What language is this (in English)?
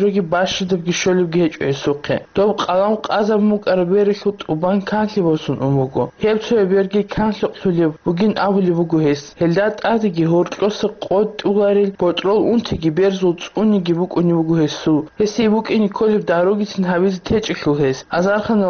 Avaric